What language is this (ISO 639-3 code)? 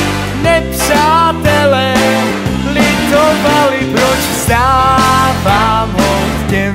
ces